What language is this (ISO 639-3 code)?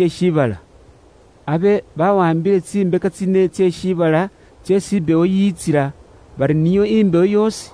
luy